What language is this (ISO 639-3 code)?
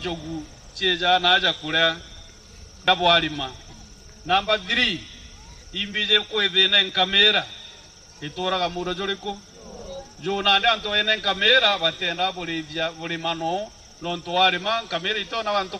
mer